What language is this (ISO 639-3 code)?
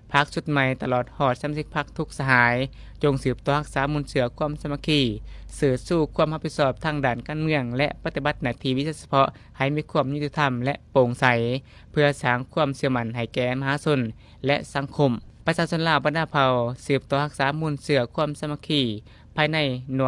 lao